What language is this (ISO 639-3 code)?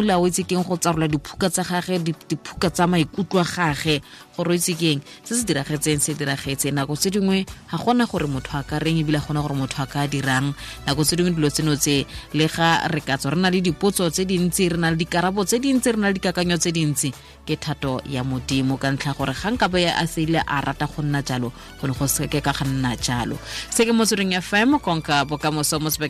tsn